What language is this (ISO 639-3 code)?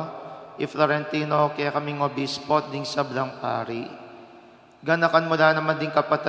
pam